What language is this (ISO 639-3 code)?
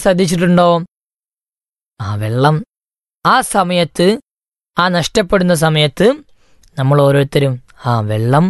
mal